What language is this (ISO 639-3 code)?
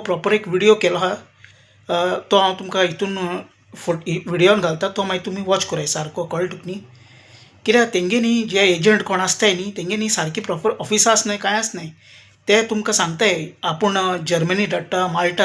kok